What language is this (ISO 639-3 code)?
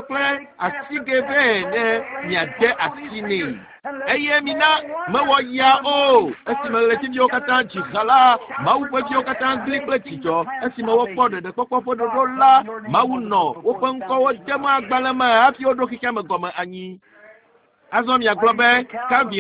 ewe